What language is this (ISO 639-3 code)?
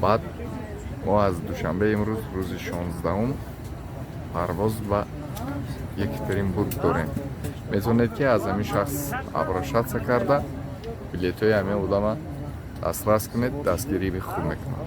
tgk